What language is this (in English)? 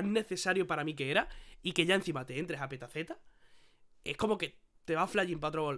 Spanish